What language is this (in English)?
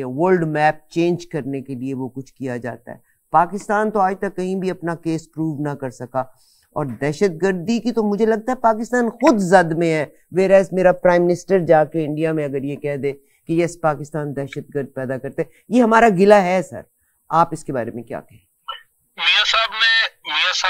Urdu